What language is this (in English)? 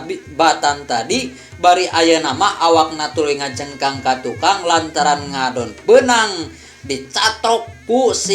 Sundanese